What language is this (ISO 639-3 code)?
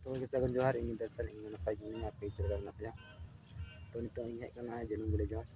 sat